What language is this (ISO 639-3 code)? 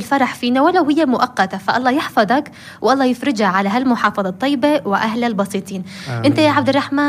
apc